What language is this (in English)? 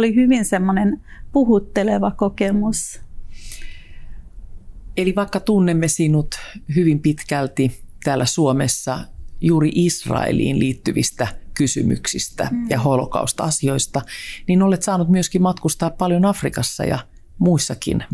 Finnish